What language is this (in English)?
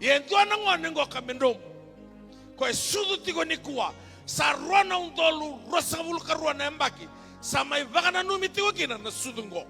Fijian